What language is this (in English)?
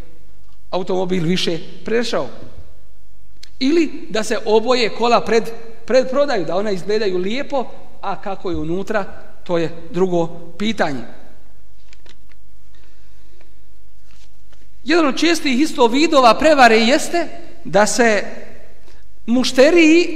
Bosnian